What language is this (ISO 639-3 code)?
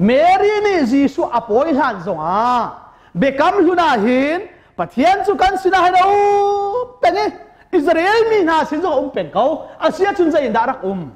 cnh